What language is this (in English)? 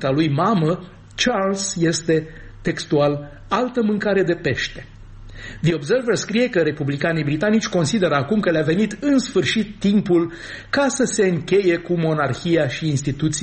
Romanian